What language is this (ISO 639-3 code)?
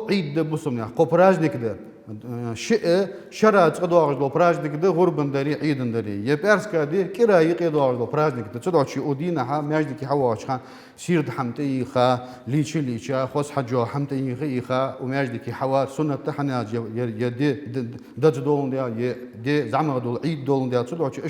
inh